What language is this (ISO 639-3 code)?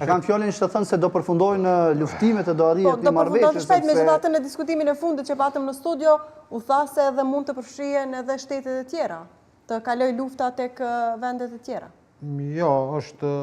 sqi